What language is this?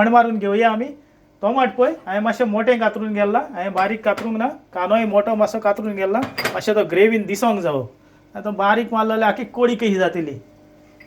Konkani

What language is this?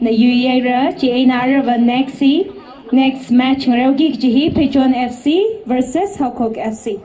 Tangkhul Naga (India)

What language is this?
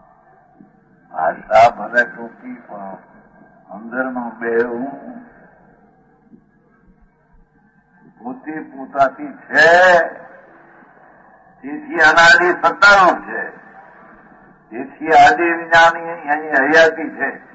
Gujarati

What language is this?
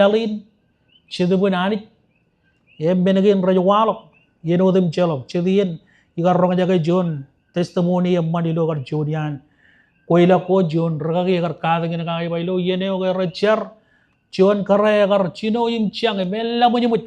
Marshallese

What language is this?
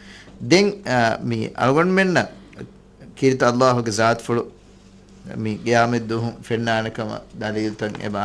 Divehi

